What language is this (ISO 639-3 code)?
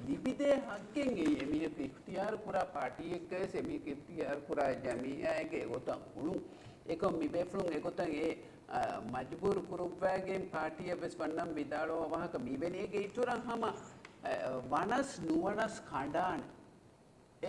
div